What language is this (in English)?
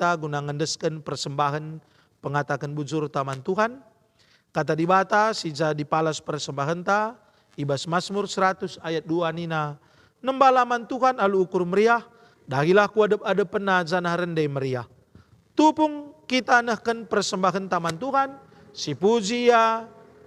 Batak Karo